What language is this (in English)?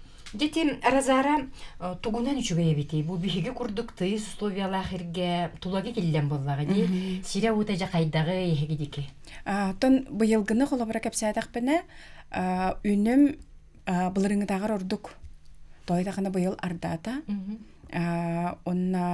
Yakut